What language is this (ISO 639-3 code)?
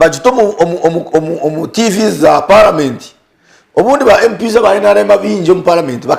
nyn